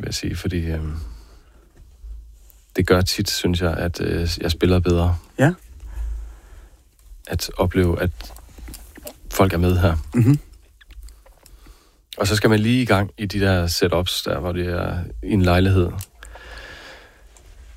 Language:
Danish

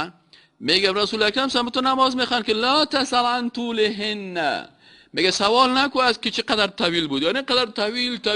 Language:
Persian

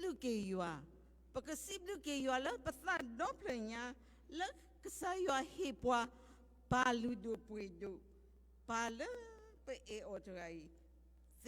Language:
S'gaw Karen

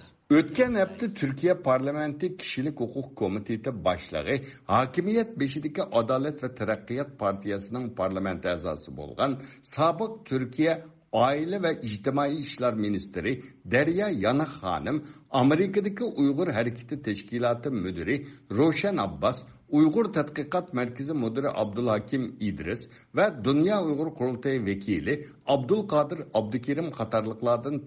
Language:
Uyghur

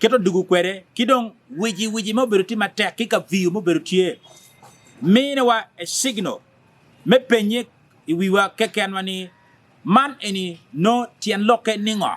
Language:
Acoli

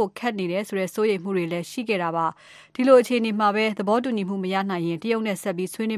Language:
Burmese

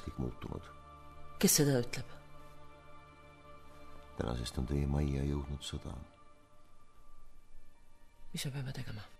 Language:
Estonian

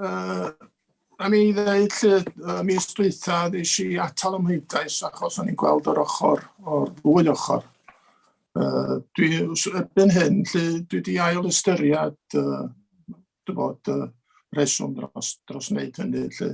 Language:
Welsh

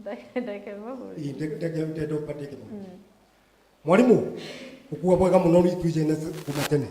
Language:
Meru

